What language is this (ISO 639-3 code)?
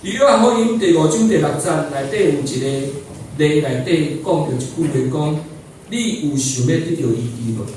nan